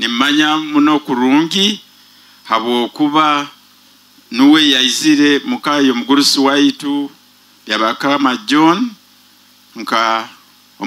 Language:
Nyoro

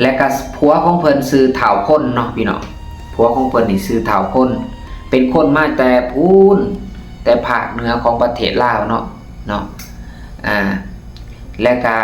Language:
Lao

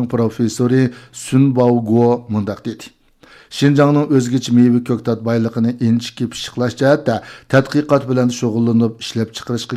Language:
Uyghur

